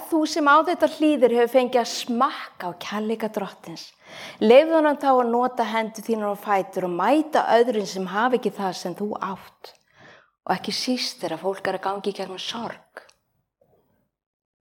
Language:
Icelandic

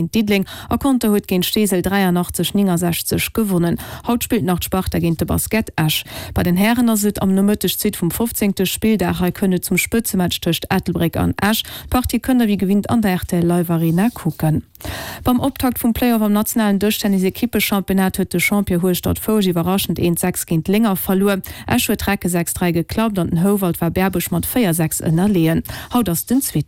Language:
Luxembourgish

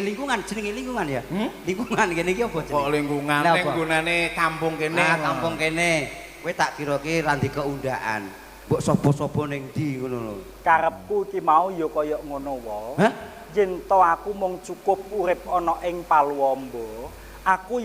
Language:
Javanese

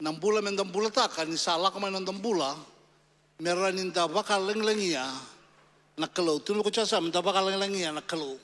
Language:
Fijian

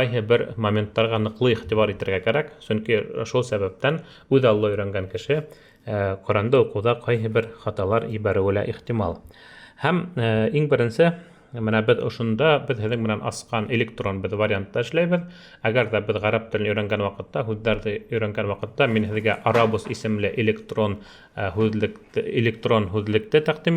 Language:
Bashkir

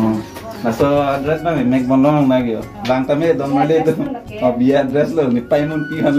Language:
Karbi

